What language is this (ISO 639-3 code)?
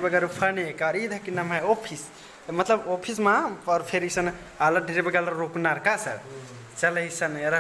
kru